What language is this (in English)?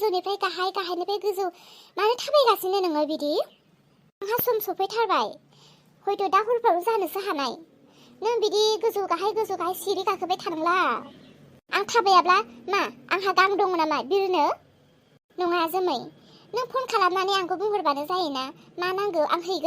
Bodo